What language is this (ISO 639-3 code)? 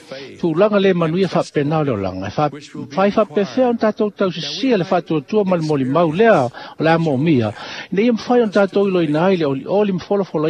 smo